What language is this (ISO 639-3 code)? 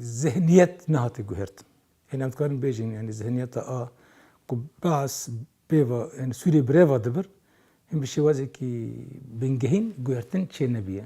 kur